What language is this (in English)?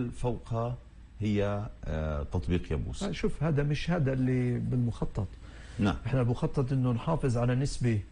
North Levantine Arabic